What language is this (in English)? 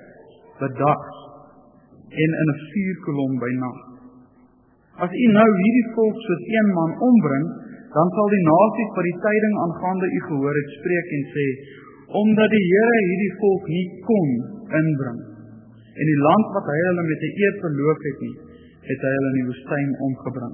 Afrikaans